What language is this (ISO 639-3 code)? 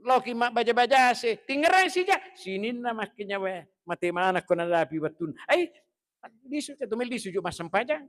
bug